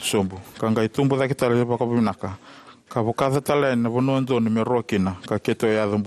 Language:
Fijian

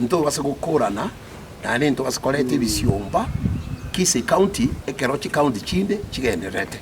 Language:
Gusii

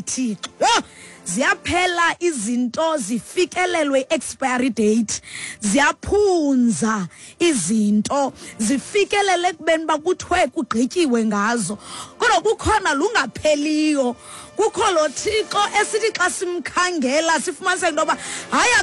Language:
Xhosa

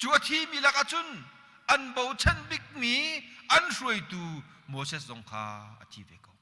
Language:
Hakha Chin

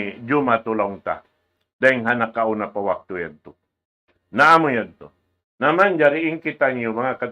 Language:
Tausug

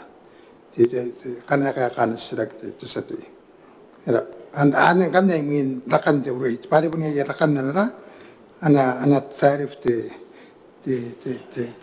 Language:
Gilbertese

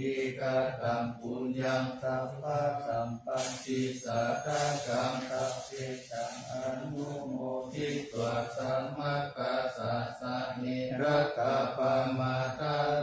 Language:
Pali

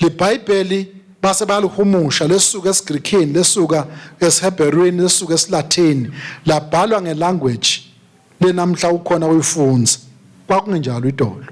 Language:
Swati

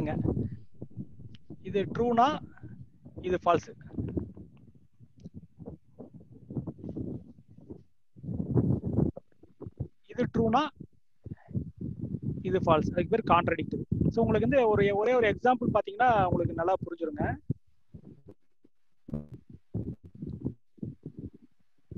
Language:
Tamil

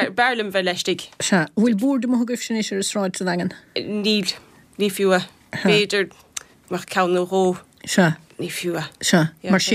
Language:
Irish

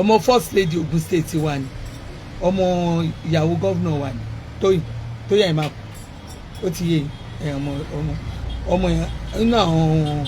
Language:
Yoruba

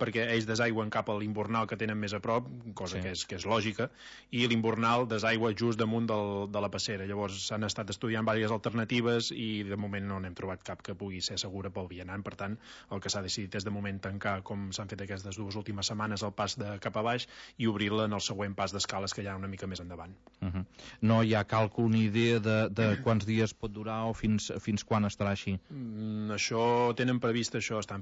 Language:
Catalan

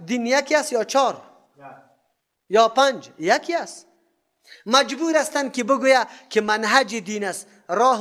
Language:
Persian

